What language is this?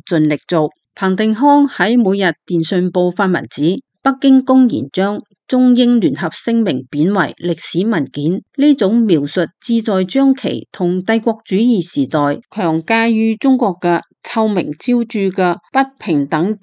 Cantonese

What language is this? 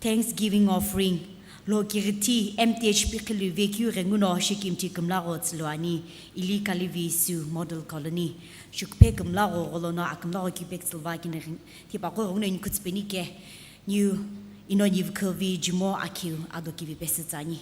Sumi Naga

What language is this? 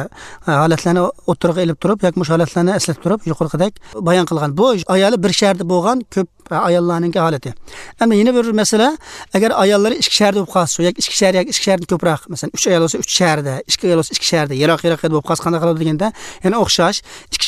Kyrgyz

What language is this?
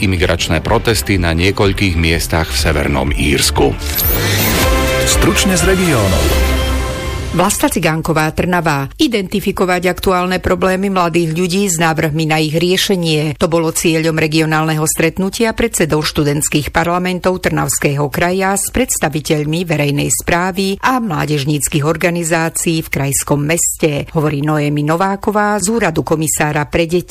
Slovak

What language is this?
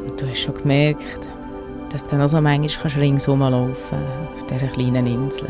Swiss German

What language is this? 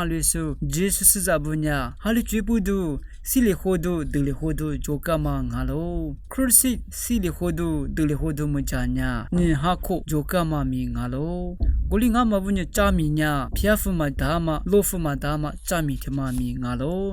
Lisu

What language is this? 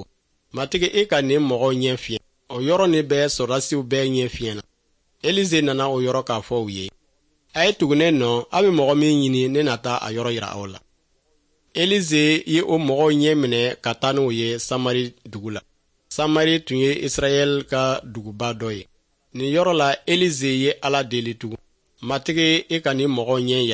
Dyula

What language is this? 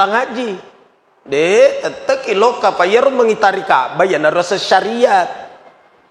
Buginese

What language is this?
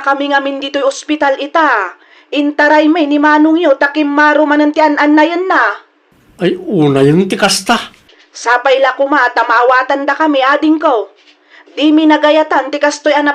Iloko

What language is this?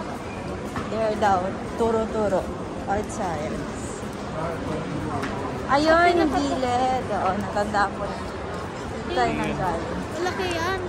Filipino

